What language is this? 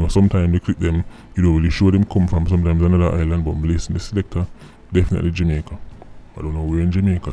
Jamaican Creole English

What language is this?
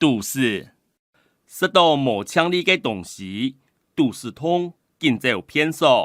Hakka Chinese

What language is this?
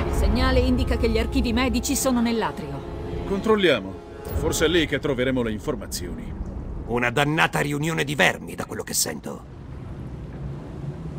Italian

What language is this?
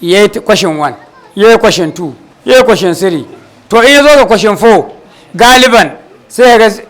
Hausa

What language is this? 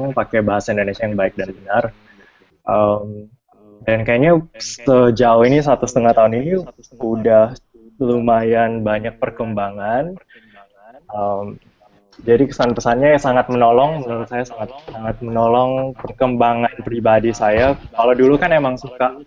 Indonesian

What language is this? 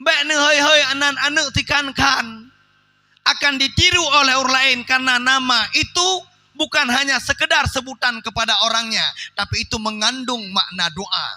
Achinese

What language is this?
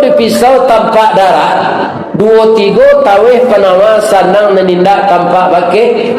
Minangkabau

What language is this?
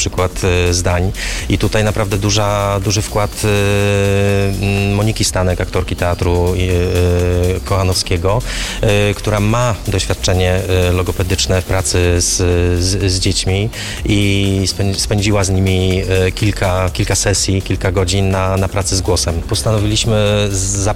Polish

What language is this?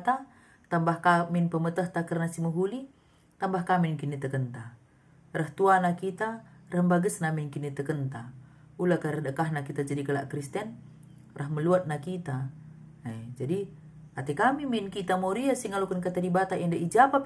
Batak Karo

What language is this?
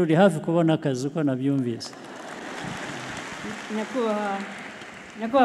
Kinyarwanda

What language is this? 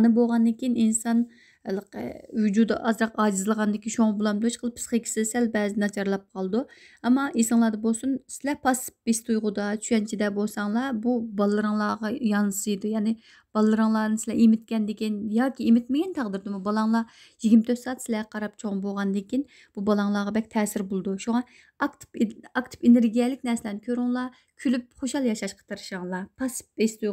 Uyghur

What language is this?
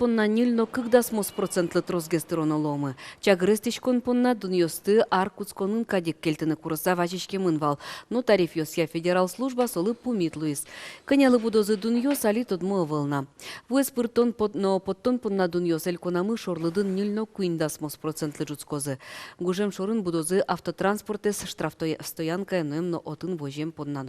Udmurt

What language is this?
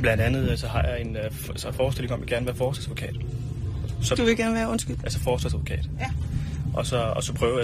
Danish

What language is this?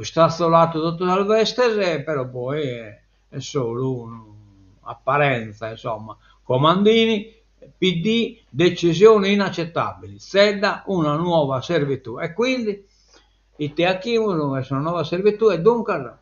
Sardinian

